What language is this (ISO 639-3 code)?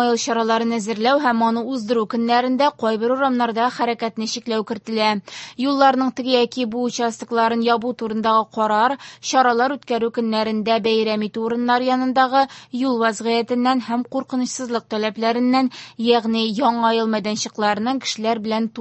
tat